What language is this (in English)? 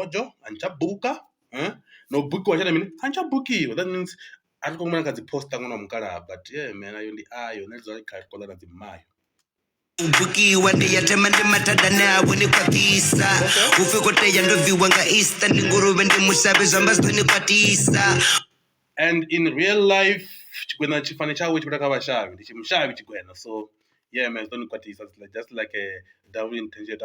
Venda